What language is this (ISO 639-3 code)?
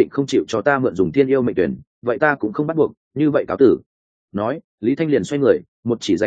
vie